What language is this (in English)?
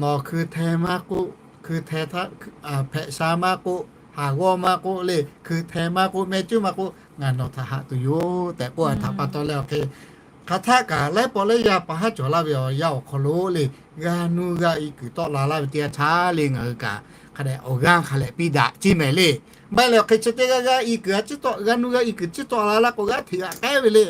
Lahu